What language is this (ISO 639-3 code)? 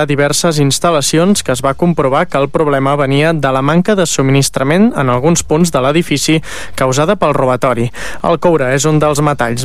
cat